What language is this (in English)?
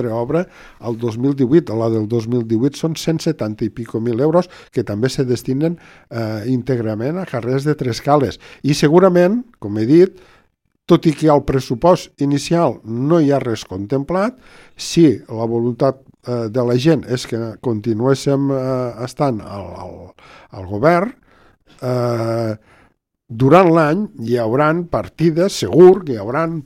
Catalan